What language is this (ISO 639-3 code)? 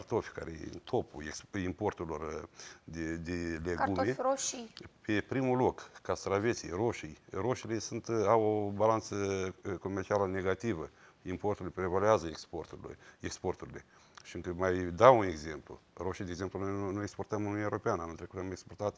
ron